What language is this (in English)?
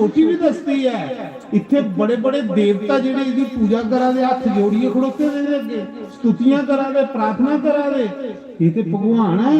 Dogri